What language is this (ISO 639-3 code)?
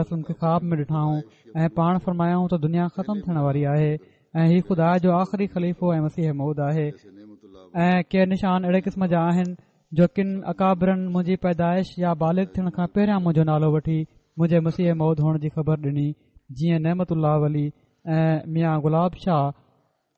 snd